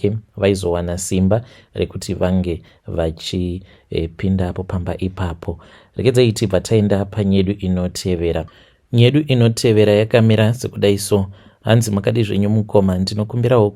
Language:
Shona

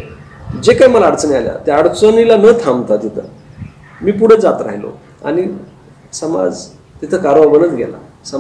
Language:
Marathi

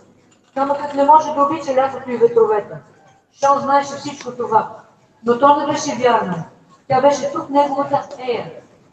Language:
Bulgarian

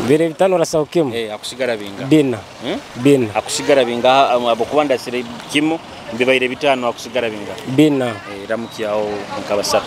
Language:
Nyoro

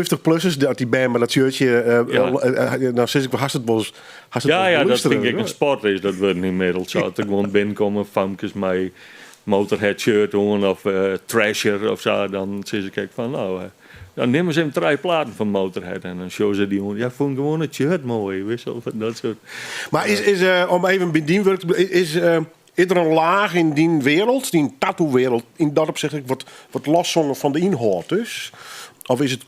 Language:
Western Frisian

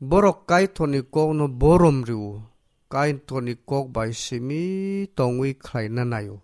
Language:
Kok Borok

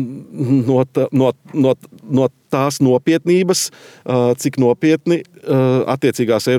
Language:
Latvian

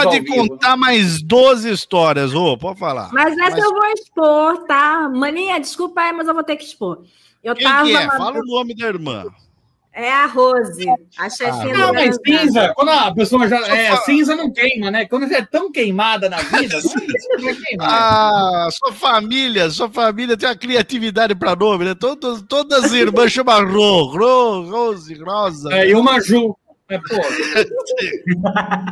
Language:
Portuguese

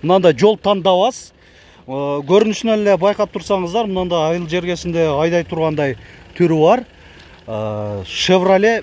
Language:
Kyrgyz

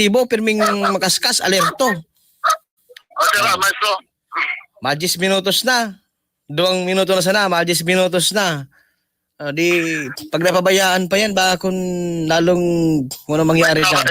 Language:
Bikol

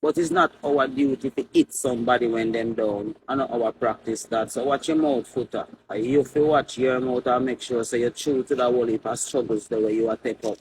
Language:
Jamaican Creole English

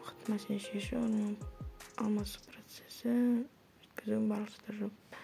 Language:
Kazakh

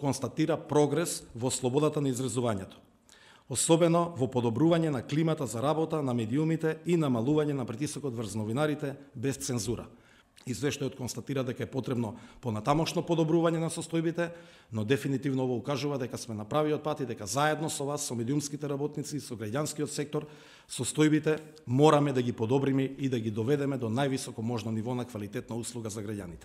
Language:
Macedonian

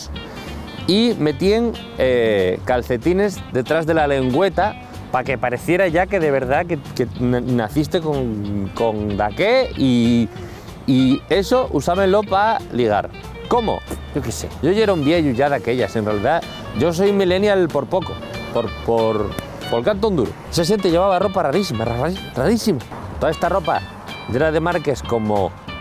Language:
Asturian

